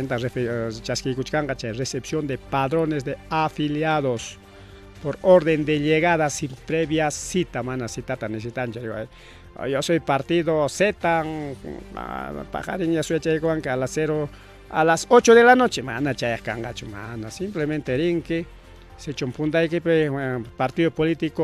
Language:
Ayacucho Quechua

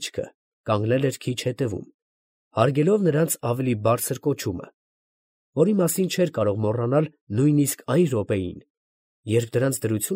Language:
Armenian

